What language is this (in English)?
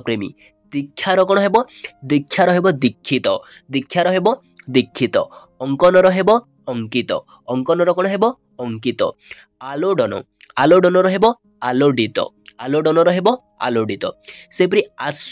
Odia